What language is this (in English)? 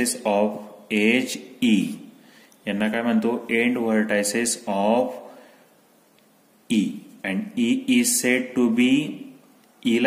Marathi